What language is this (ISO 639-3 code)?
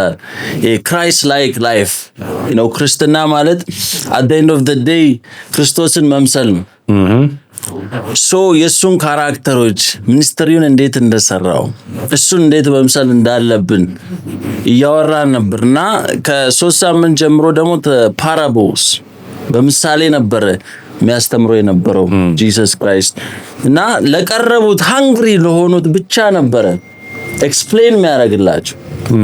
amh